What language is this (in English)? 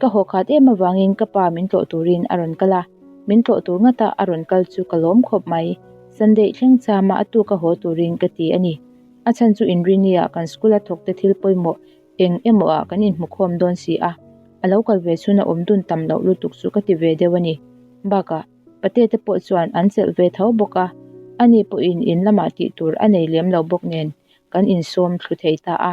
Mizo